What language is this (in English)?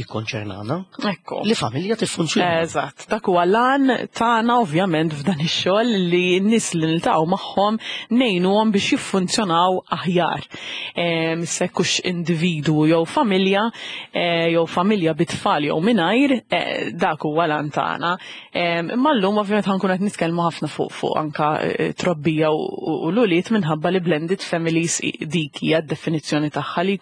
Maltese